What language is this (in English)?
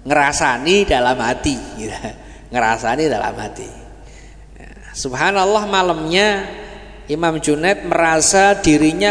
Indonesian